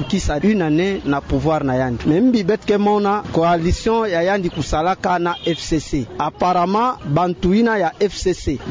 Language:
Kituba (Democratic Republic of Congo)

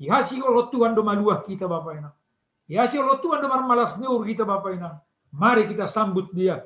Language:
Batak Simalungun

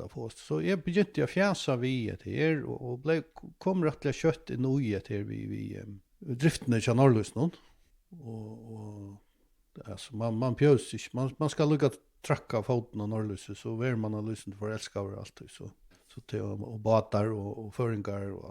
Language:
Faroese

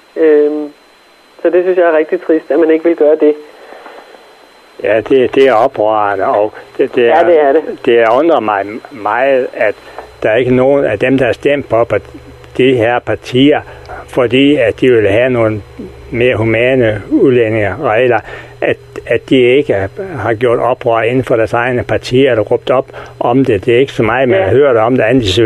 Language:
Danish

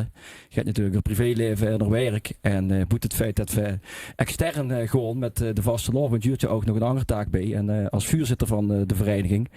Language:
Limburgish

